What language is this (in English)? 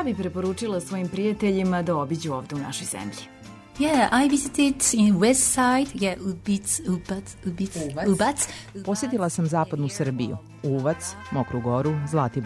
Serbian